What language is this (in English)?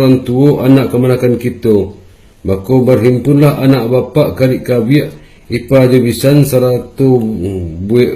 Minangkabau